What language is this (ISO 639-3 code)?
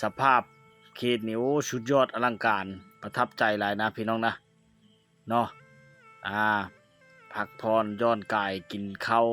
lao